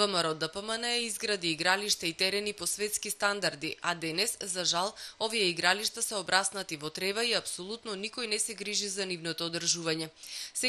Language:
Macedonian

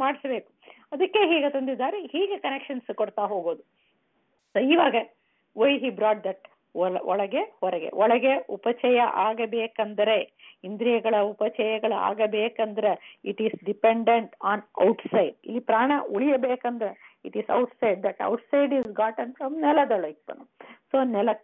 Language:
Kannada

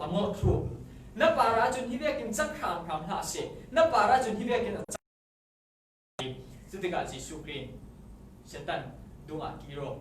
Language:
Falam Chin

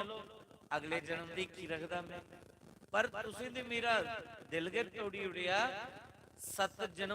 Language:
Dogri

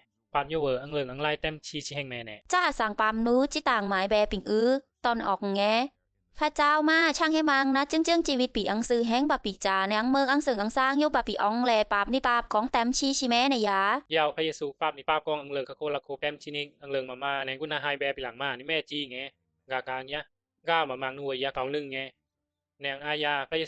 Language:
Bisu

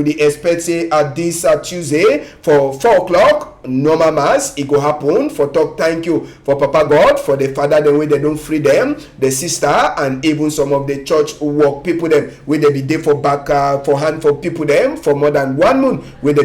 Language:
Cameroon Pidgin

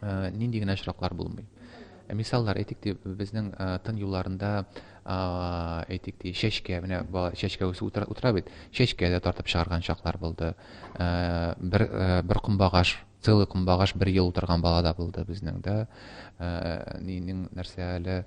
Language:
Tatar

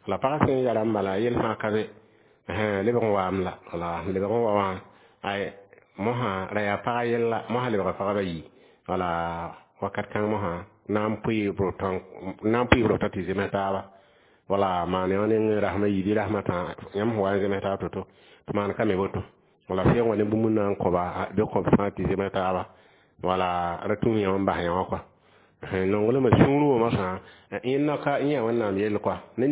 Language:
Mossi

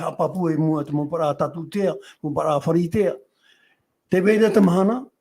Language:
Tahitian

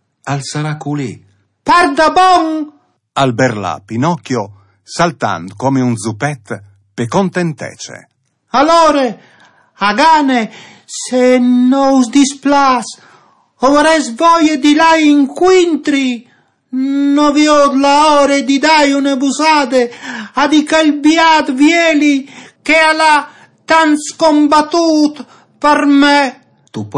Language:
Friulian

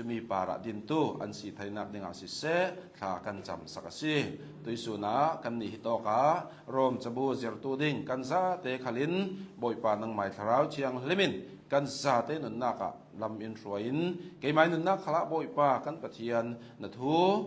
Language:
Hakha Chin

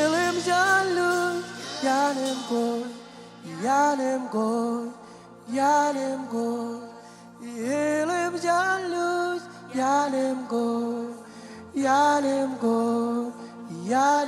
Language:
Marshallese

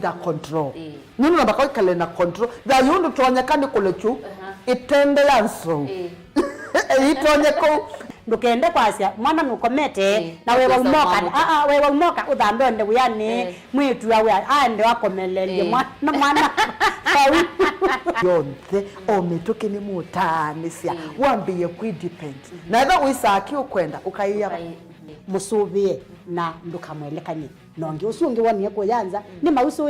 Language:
Kamba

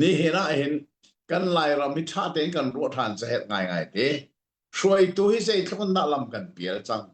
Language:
Hakha Chin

